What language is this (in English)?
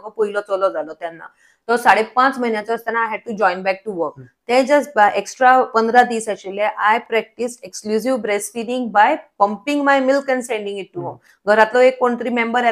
Konkani